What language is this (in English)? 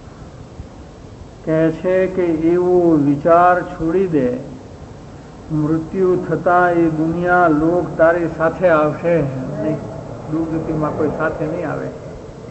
Gujarati